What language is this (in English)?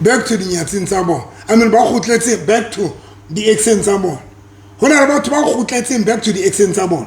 Southern Sotho